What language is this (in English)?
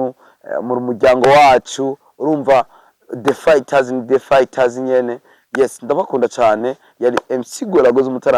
Rundi